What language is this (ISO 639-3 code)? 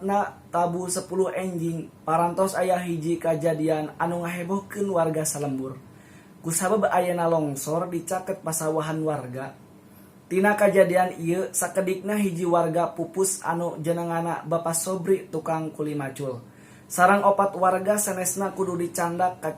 sun